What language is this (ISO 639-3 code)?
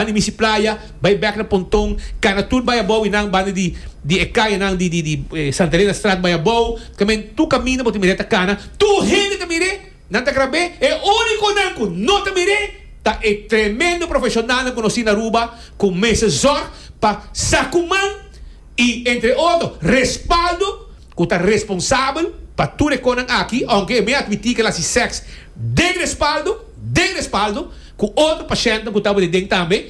pap